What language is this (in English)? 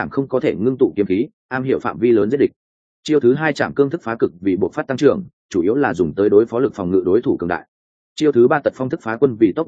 Vietnamese